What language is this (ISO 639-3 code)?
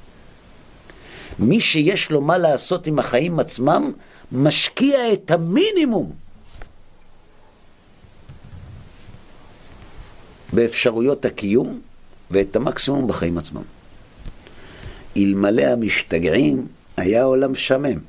heb